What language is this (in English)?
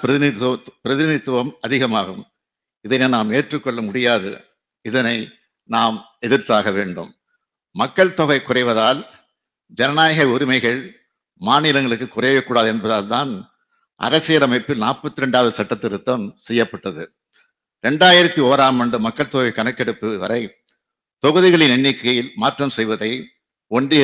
Tamil